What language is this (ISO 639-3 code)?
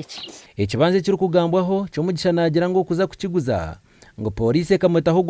nyn